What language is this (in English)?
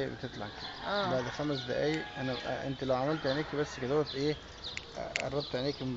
Egyptian Arabic